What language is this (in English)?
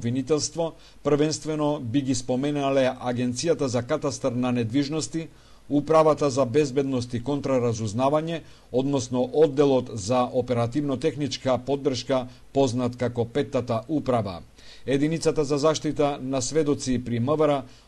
Macedonian